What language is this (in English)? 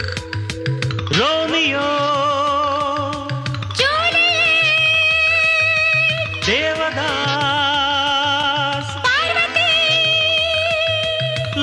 Kannada